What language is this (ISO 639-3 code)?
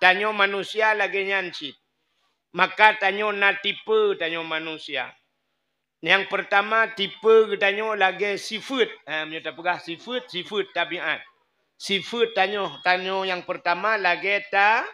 ace